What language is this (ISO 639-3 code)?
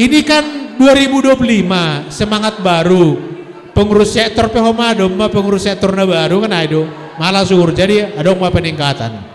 bts